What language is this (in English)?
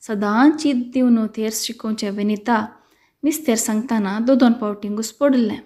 Konkani